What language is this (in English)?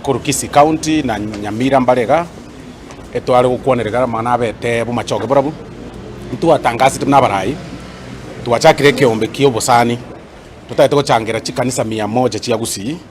Gusii